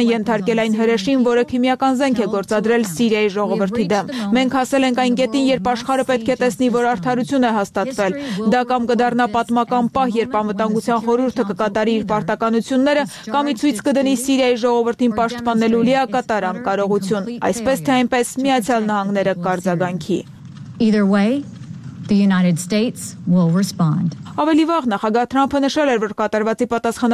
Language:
Armenian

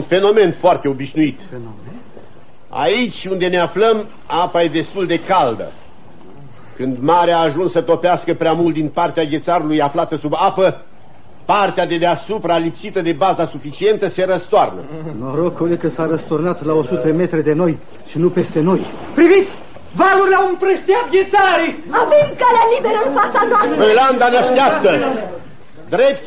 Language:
Romanian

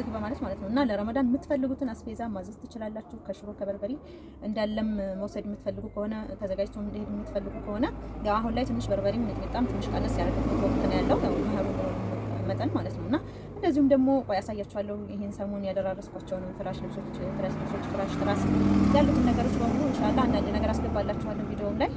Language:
Amharic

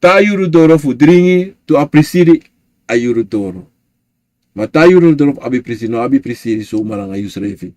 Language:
Sranan Tongo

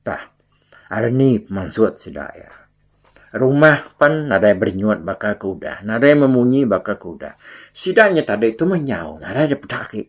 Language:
Iban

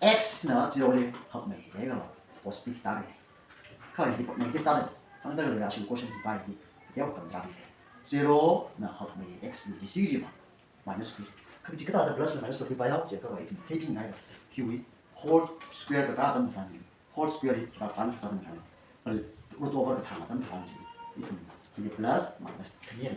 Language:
Tangkhul Naga (India)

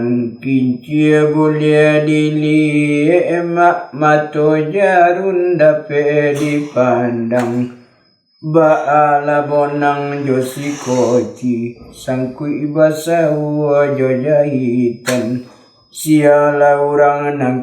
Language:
Minangkabau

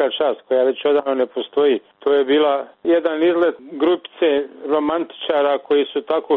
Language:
Croatian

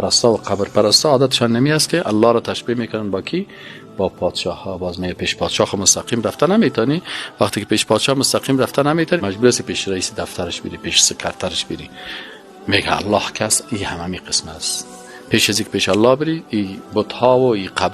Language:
Persian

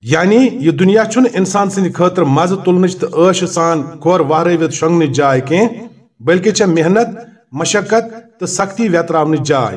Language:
Kashmiri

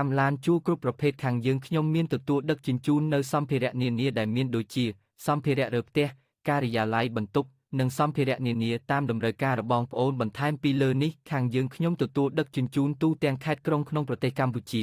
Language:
Khmer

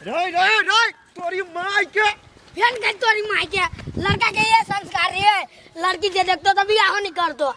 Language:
Maithili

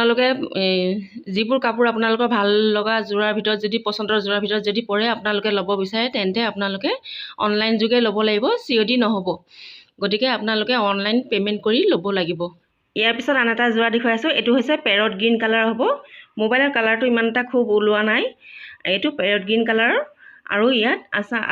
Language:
Assamese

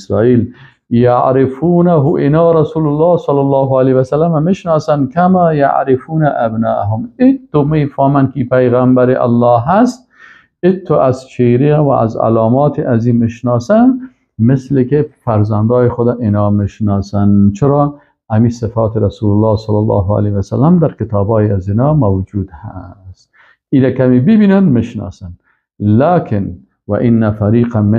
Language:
Persian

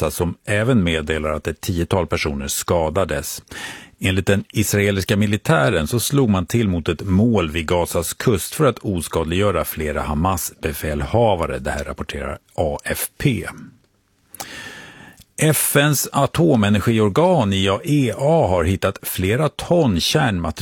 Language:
Swedish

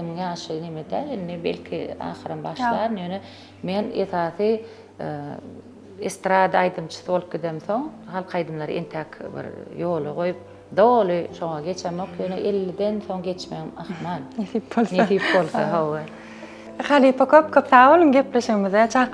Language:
Turkmen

